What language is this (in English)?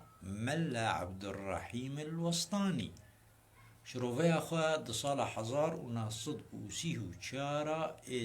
Kurdish